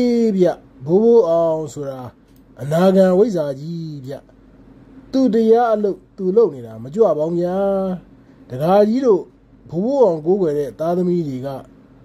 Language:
Burmese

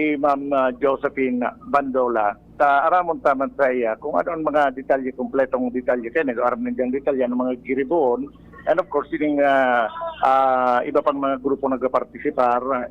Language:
Bikol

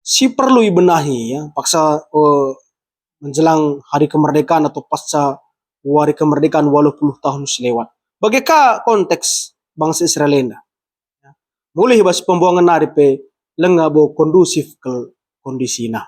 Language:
Batak Karo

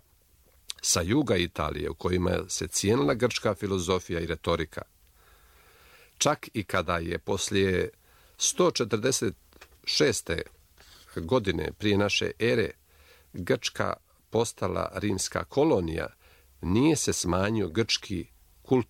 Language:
Croatian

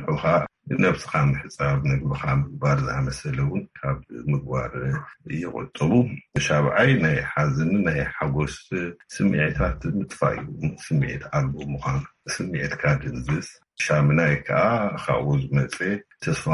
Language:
Tigrinya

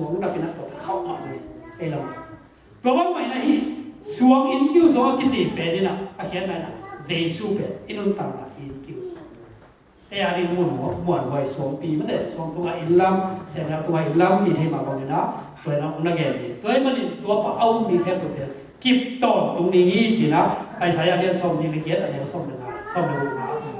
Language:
Tedim Chin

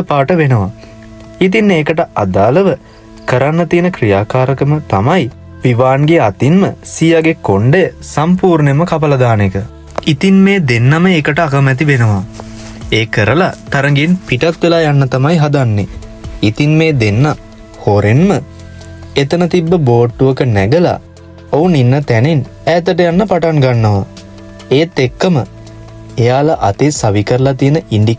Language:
Sinhala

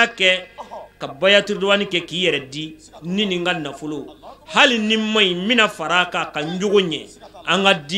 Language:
Bambara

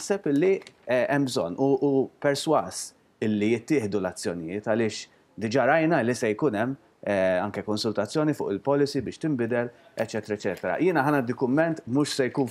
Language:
Maltese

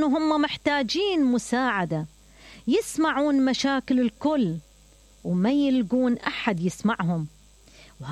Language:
Mesopotamian Arabic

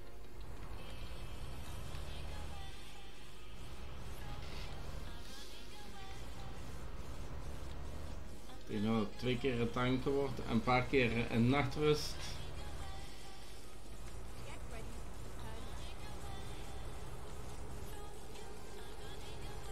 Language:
Dutch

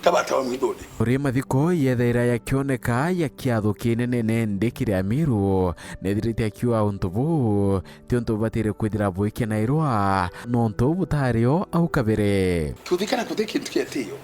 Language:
Meru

